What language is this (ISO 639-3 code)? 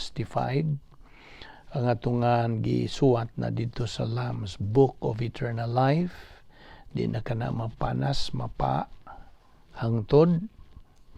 ceb